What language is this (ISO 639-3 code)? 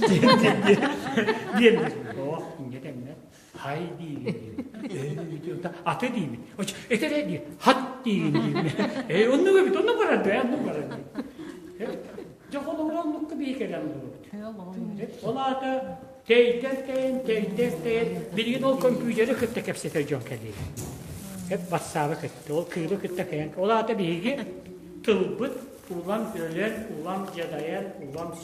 sah